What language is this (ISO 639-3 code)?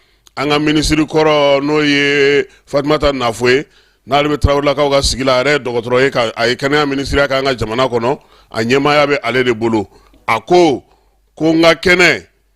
bam